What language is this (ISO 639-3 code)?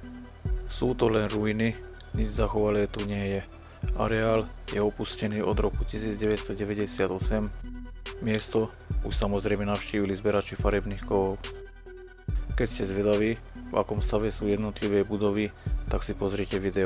slk